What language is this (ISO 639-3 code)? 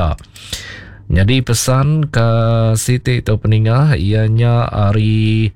iba